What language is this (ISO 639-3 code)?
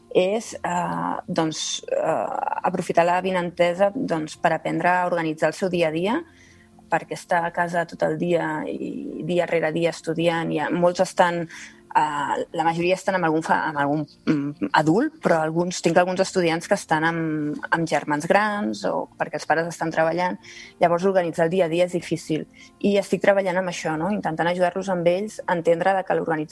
cat